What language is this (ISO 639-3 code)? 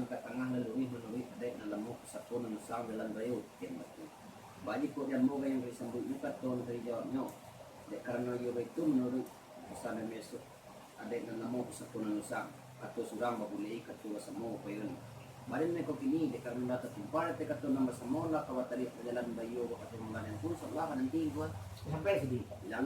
min